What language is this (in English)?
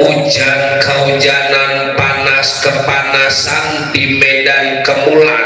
Betawi